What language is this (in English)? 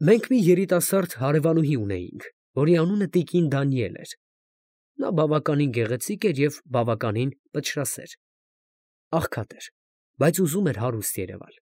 Armenian